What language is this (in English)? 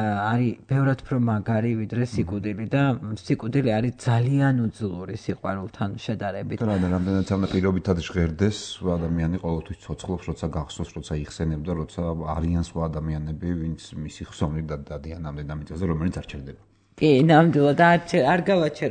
Georgian